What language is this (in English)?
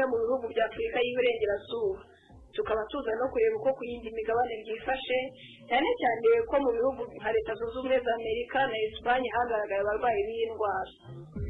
Kinyarwanda